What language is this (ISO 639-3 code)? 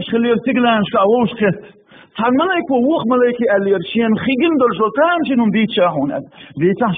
che